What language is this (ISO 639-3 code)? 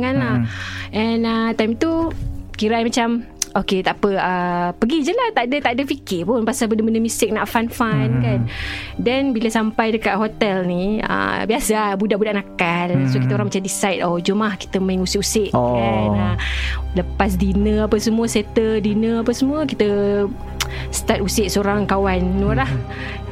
msa